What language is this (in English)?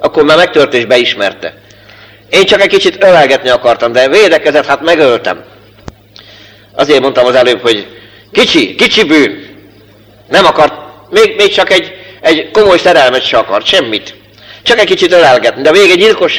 Hungarian